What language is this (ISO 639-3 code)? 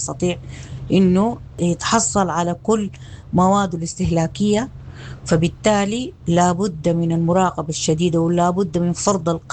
apd